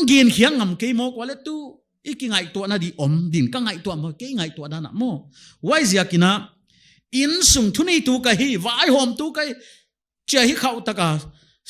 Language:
Paite Chin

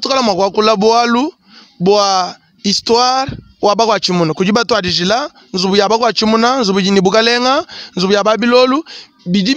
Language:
Luba-Lulua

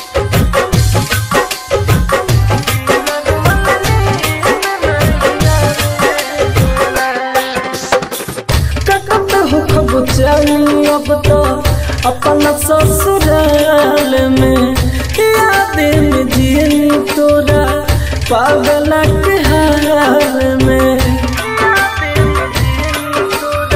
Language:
Bhojpuri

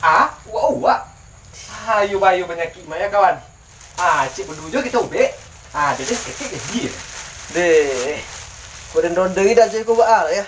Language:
Minangkabau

